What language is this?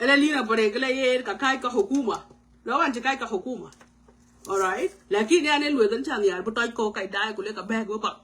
Nuer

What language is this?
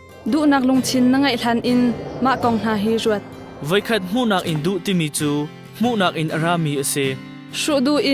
Hakha Chin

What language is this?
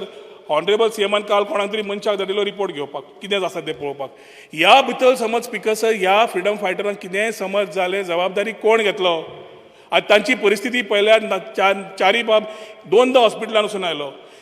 Konkani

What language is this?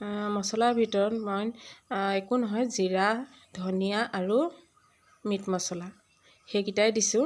Assamese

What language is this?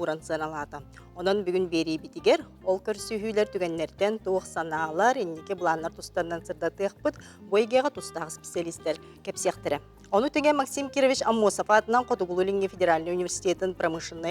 Yakut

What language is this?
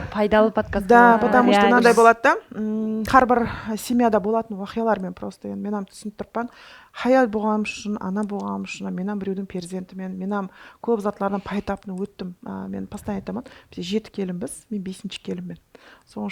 Kara-Kalpak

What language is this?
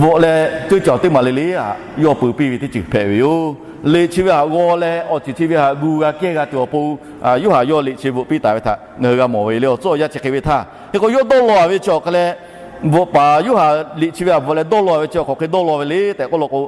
Lahu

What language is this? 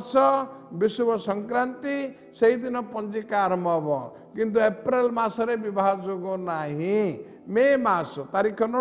Odia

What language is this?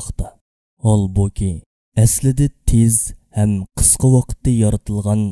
Uyghur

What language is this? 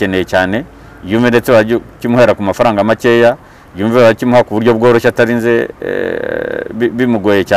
Kinyarwanda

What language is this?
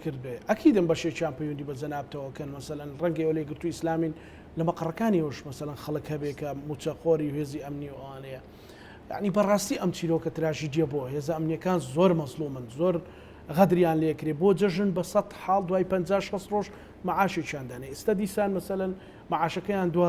Central Kurdish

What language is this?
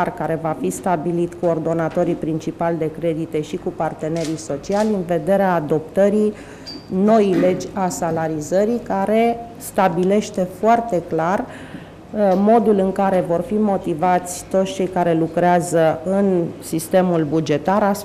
Romanian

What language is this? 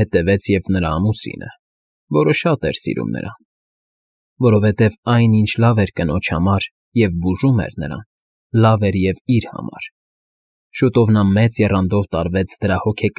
Armenian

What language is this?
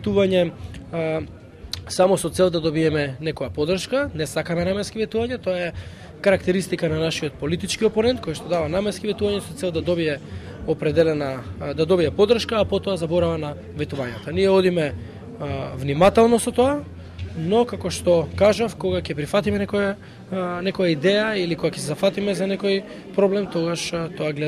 Macedonian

